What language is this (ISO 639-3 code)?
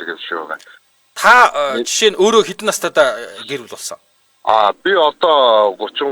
mon